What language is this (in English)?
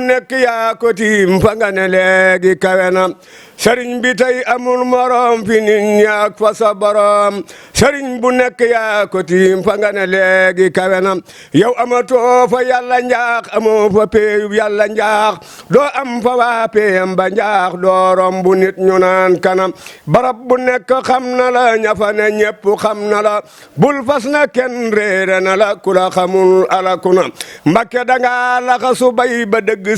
Wolof